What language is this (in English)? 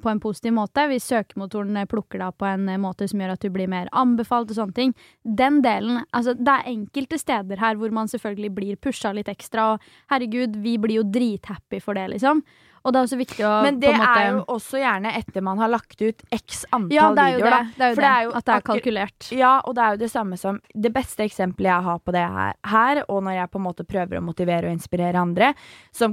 Norwegian